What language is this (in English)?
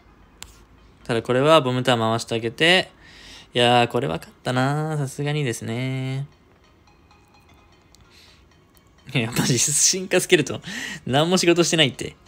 Japanese